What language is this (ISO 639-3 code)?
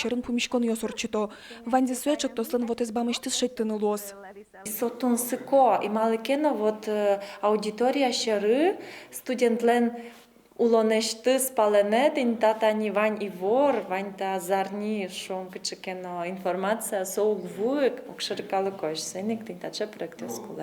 udm